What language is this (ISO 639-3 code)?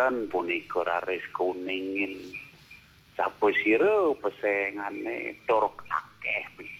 ban